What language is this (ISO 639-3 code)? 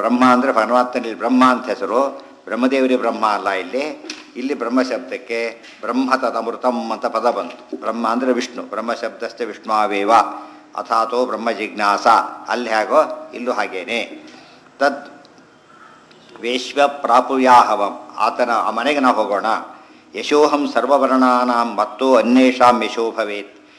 kan